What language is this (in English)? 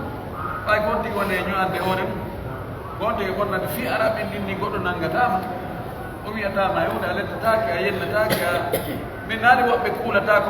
Pular